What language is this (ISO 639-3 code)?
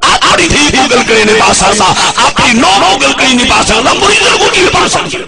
skr